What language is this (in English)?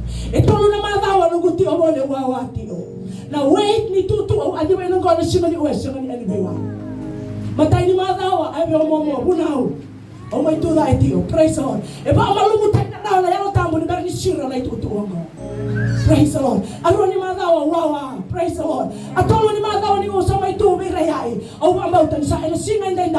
Fijian